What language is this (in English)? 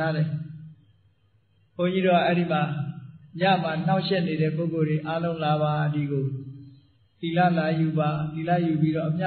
Burmese